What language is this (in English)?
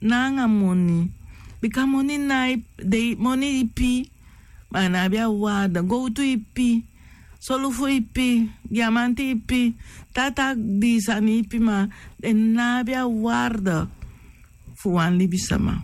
Sranan Tongo